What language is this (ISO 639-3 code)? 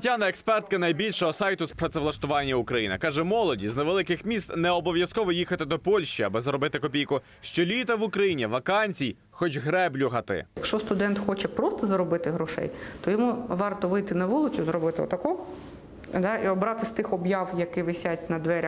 ukr